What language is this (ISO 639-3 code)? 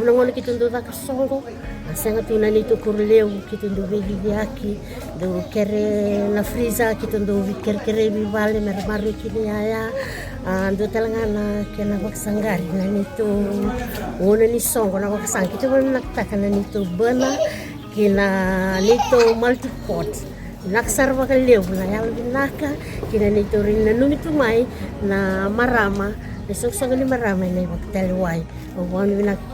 fij